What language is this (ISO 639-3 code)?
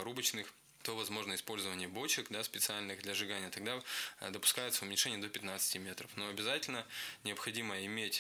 rus